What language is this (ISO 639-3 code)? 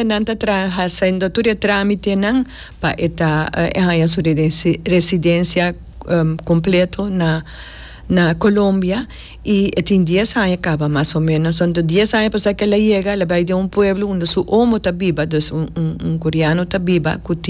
pap